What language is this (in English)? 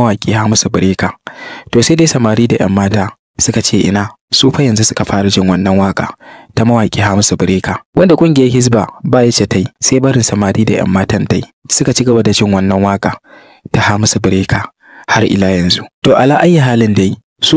Hausa